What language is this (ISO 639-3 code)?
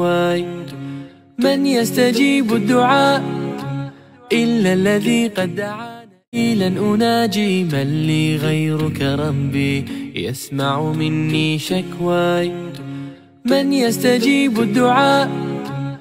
ara